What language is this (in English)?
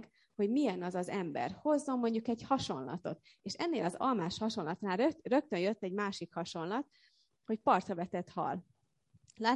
Hungarian